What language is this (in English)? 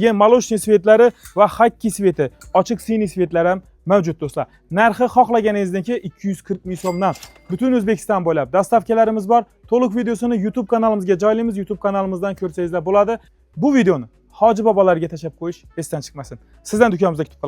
Uzbek